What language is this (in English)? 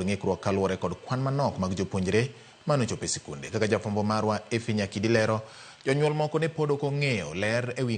Luo (Kenya and Tanzania)